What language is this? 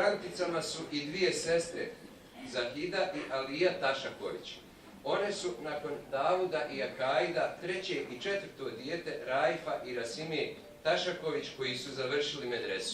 Bosnian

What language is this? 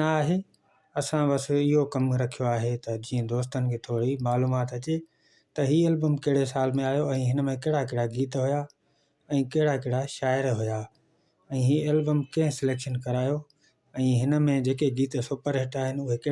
Sindhi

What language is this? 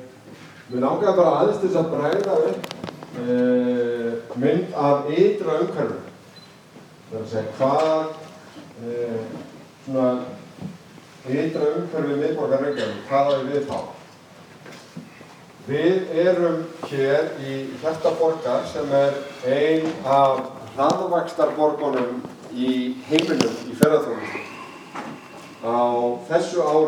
Icelandic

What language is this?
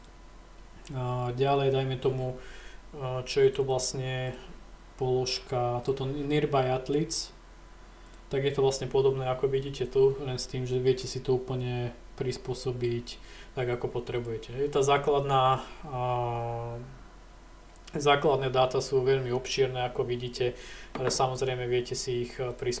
Slovak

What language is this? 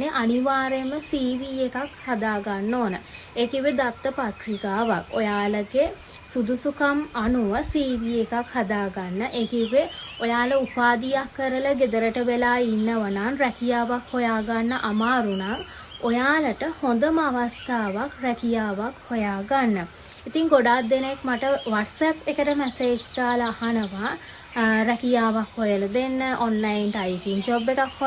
Sinhala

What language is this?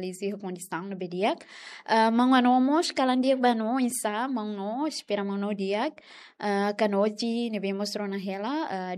Tetum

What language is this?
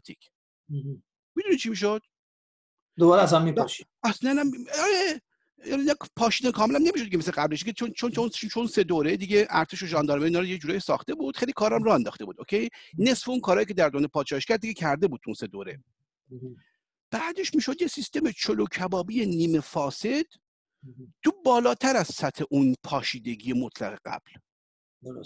Persian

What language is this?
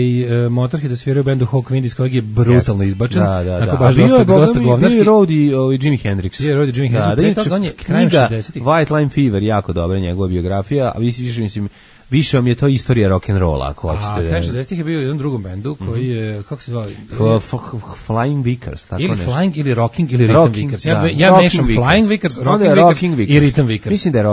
Serbian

